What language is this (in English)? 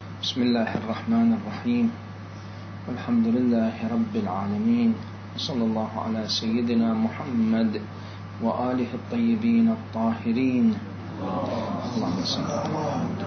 Mesopotamian Arabic